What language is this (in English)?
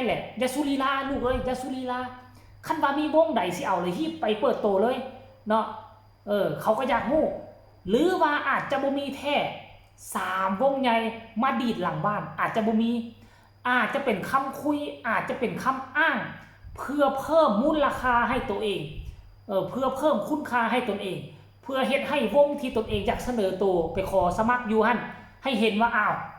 Northeastern Thai